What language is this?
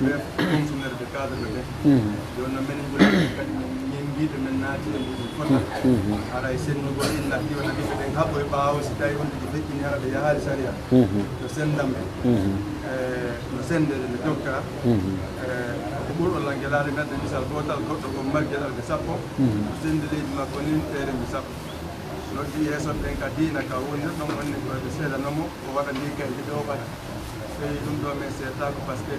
Pular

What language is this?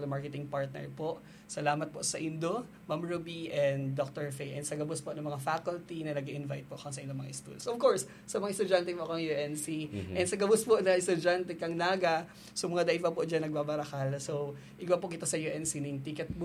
Bikol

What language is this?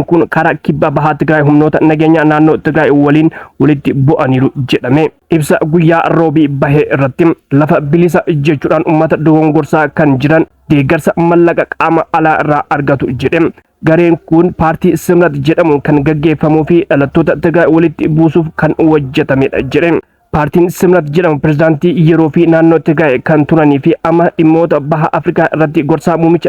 Oromo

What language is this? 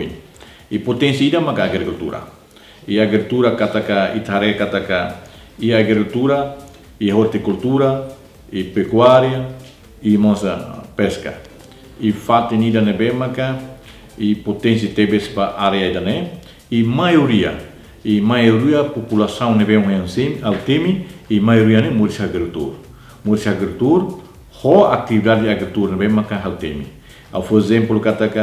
Tetum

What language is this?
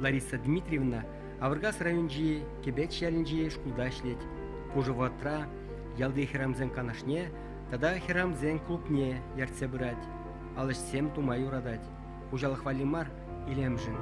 Chuvash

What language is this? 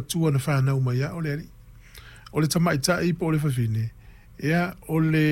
Samoan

